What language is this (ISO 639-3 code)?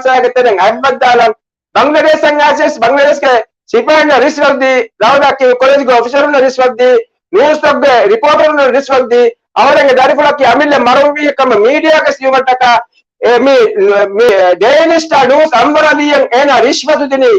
div